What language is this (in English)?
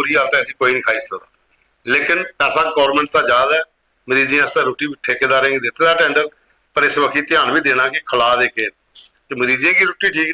Dogri